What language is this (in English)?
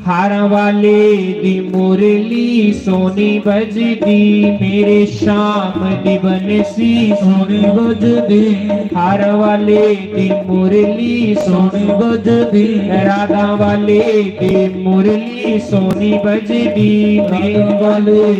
Dogri